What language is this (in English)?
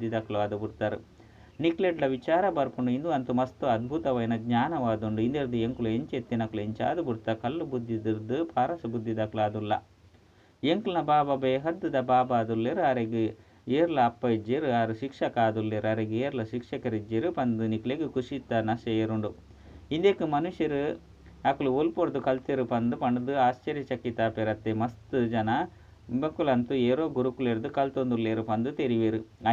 Tulu